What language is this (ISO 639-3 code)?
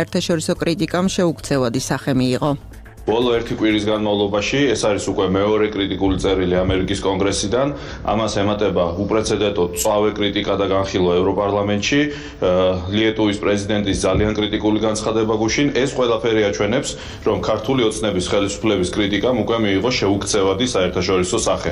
kat